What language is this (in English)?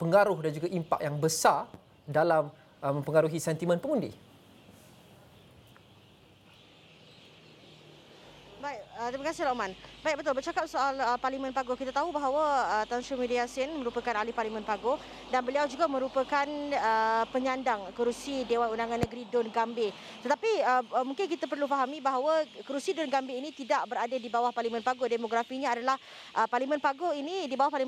Malay